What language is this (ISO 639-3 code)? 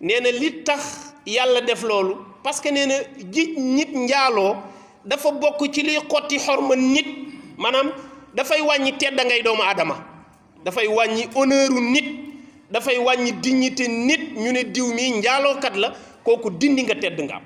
wol